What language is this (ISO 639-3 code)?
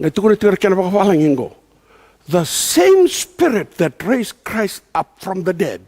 fij